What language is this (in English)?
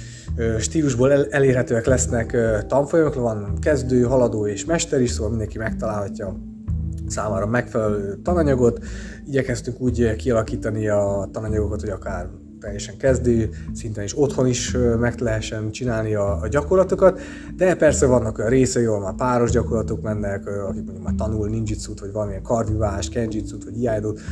Hungarian